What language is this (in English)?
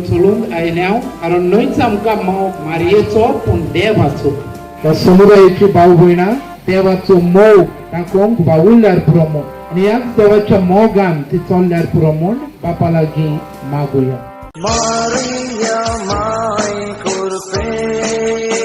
Konkani